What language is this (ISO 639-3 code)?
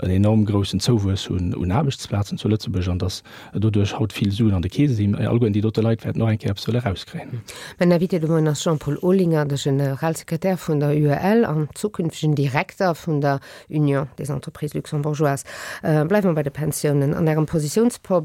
ltz